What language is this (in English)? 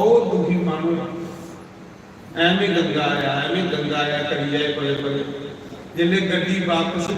Dogri